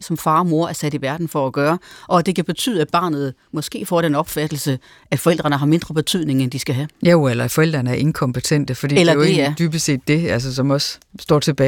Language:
Danish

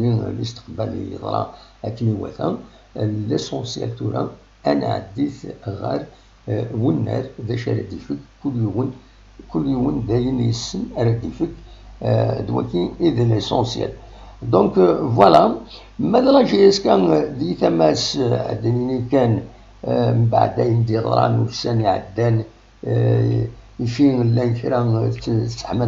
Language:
Kabyle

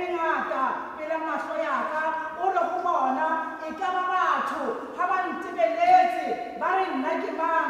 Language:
Tswana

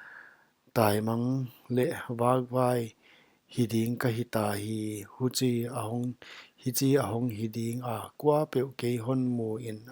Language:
Paite Chin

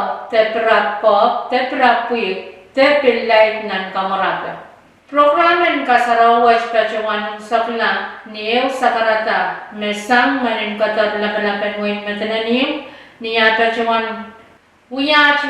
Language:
Pohnpeian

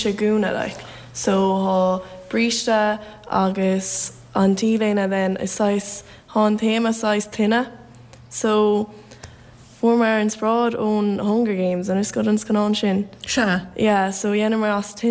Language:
Irish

